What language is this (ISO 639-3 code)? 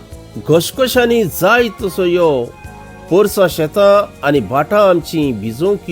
kok